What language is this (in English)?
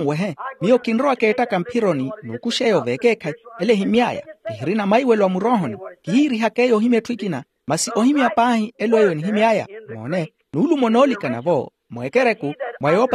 Makhuwa